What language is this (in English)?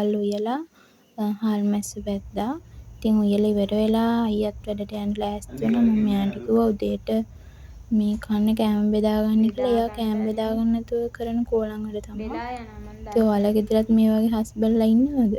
Sinhala